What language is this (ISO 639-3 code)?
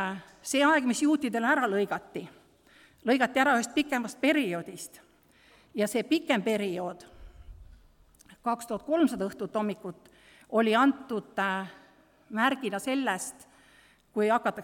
est